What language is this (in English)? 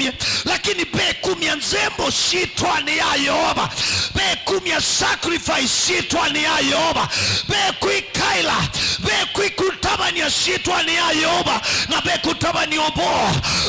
Kamba